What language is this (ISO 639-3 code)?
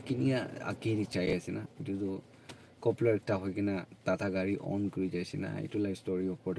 nag